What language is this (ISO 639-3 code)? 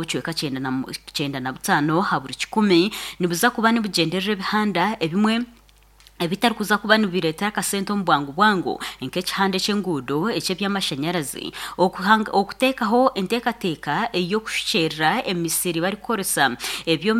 nyn